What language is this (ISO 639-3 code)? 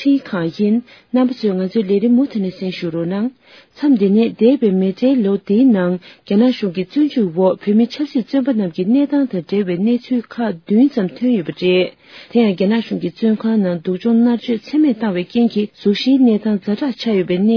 bod